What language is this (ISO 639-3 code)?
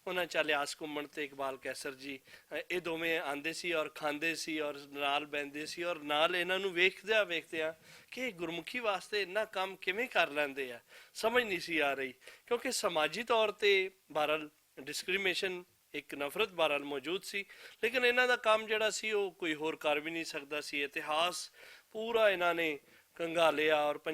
lah